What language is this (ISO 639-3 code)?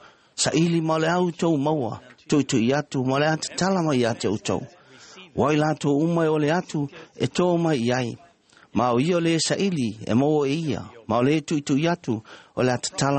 smo